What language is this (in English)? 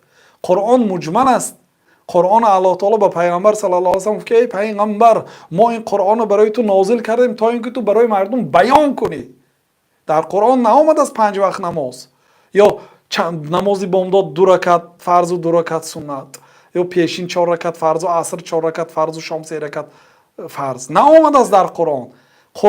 Tajik